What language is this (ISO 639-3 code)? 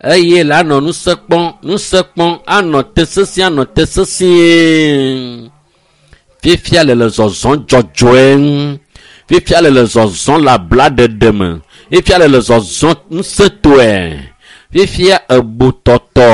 ewe